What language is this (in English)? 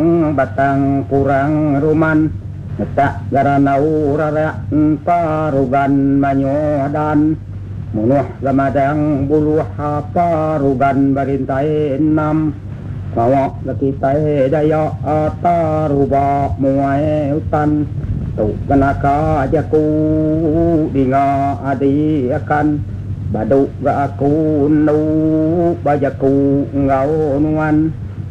Iban